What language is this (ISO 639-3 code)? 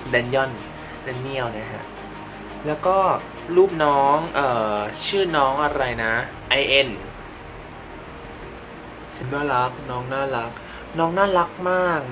tha